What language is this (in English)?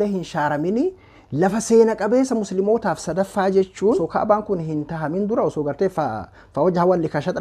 Oromo